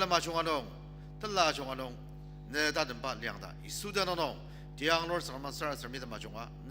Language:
Ao Naga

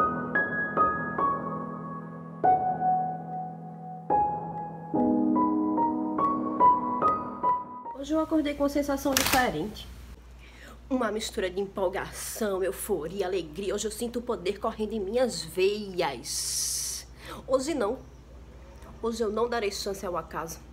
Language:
Portuguese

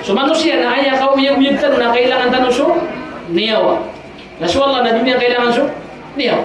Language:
Maranao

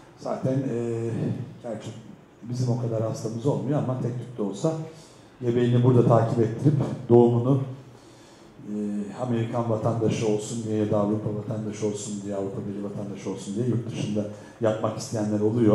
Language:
Turkish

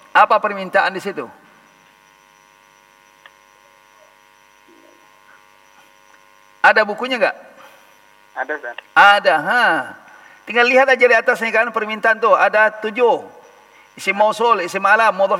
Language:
Indonesian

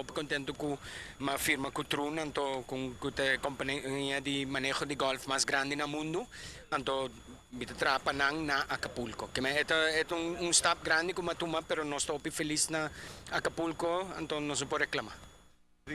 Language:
Papiamento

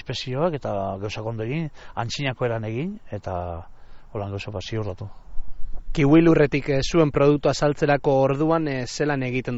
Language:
Basque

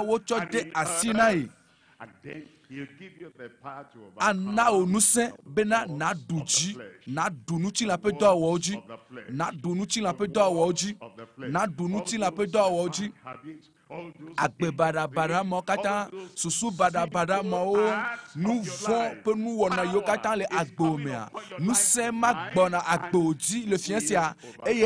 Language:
Ewe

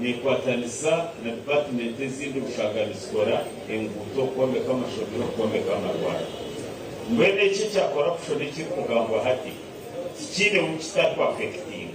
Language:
Nyankole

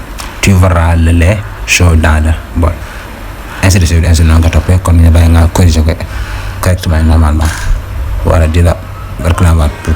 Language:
Wolof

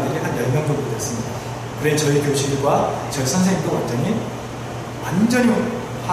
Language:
Korean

